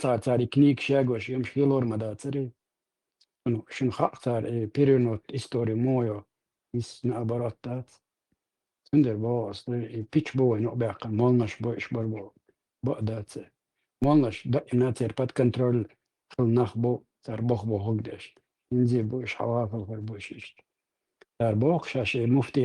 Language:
Chechen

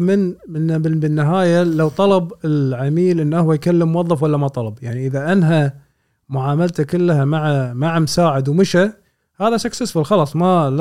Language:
Gulf Arabic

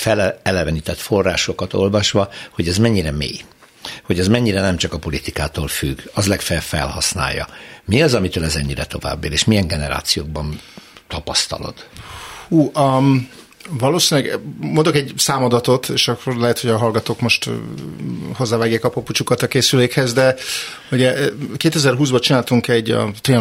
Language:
Hungarian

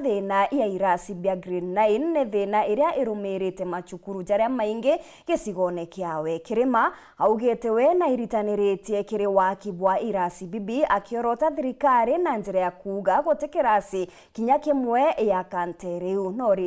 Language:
Meru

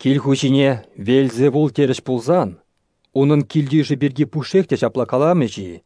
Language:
Chuvash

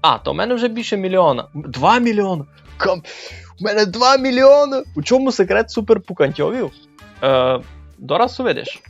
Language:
Rusyn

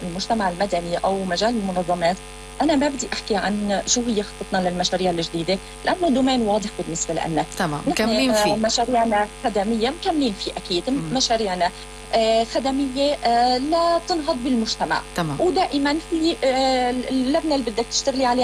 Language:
North Levantine Arabic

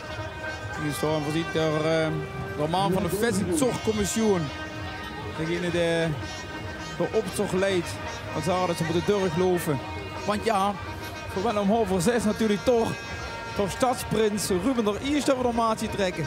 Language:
Limburgish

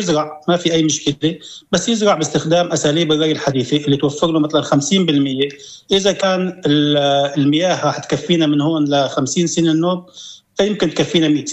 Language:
North Levantine Arabic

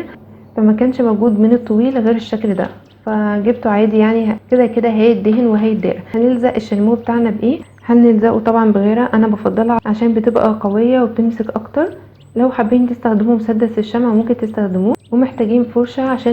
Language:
Egyptian Arabic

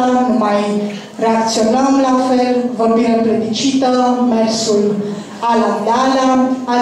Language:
Romanian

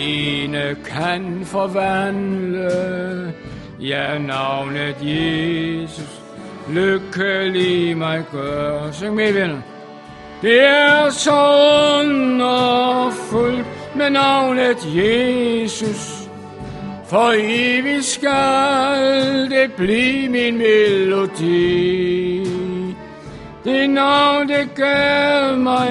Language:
Danish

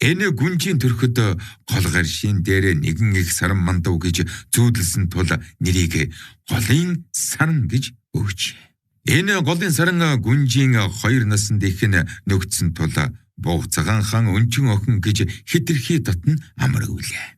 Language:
Mongolian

